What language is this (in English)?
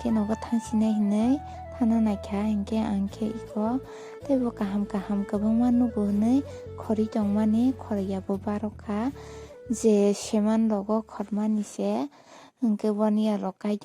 Kok Borok